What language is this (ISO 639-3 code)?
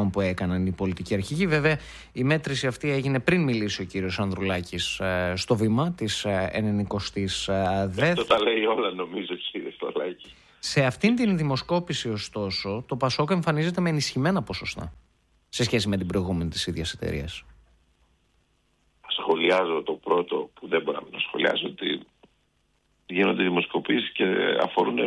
ell